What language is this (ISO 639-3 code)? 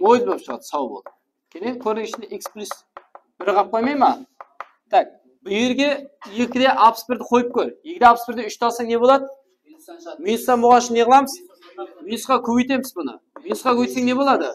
kaa